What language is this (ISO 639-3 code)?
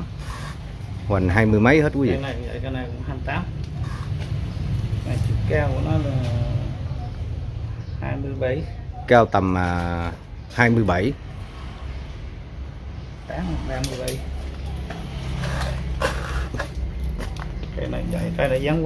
vie